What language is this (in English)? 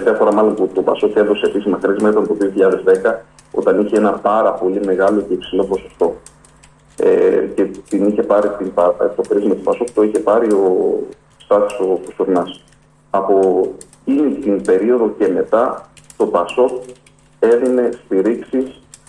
Greek